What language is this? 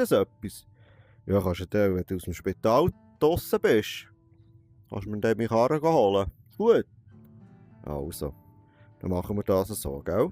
Swiss German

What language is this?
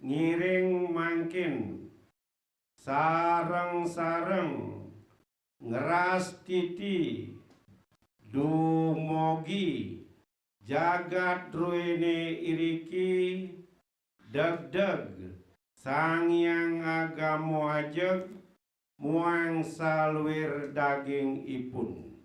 Balinese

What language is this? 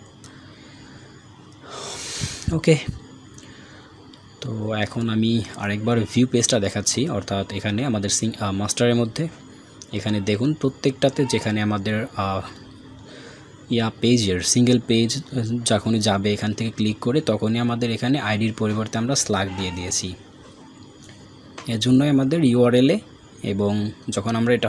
Bangla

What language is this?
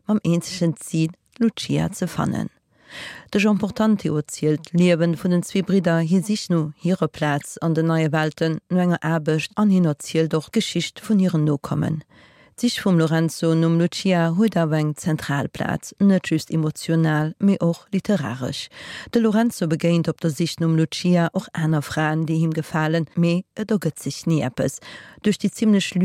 Luxembourgish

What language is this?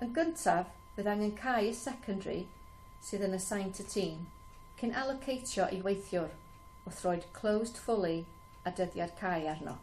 Welsh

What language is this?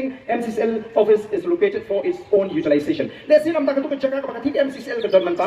Khasi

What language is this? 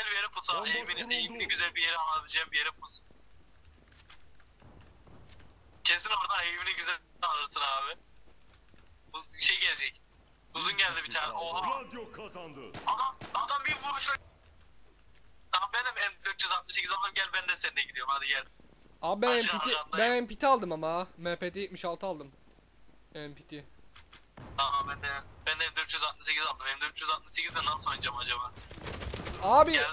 Turkish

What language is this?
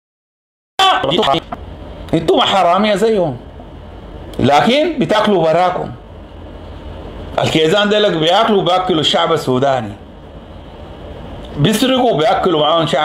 Sudanese Arabic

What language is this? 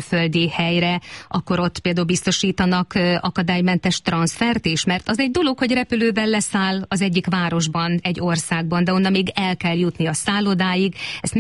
Hungarian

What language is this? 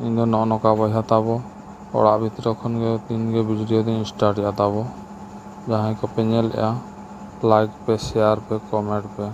Santali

